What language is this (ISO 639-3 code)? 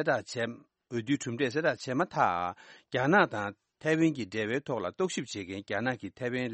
bod